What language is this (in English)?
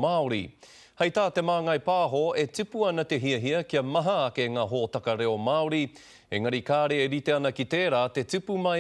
Māori